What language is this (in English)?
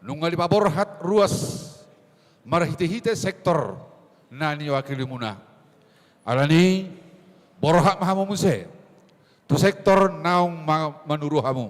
Batak Toba